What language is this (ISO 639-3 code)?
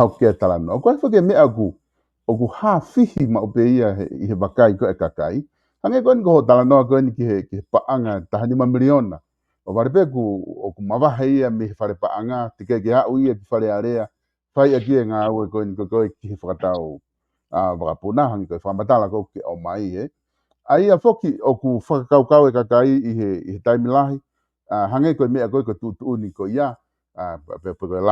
ton